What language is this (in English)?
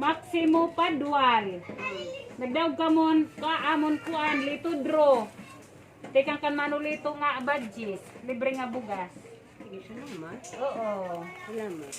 Waray